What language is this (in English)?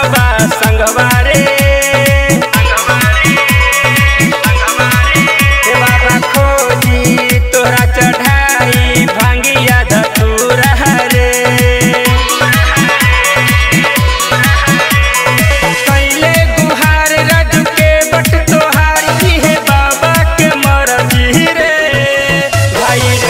Bhojpuri